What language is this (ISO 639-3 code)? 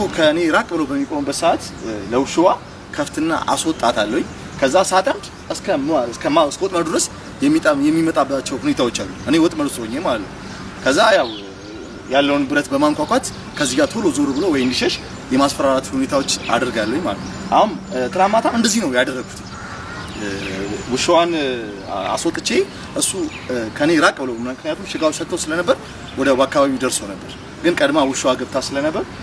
amh